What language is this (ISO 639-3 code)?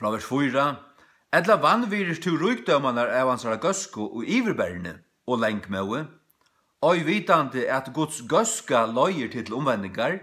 fao